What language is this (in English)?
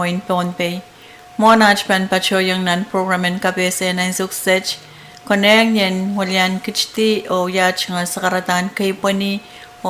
Pohnpeian